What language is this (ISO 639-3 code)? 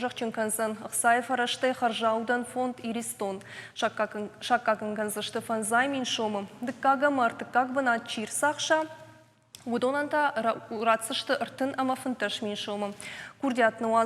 oss